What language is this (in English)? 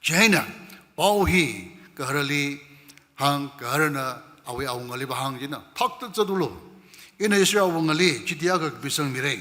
Tangkhul Naga (India)